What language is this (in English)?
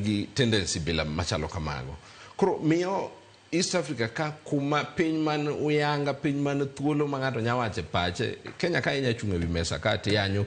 Luo (Kenya and Tanzania)